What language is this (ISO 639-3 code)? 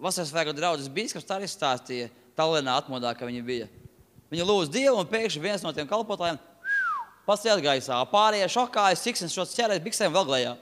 lav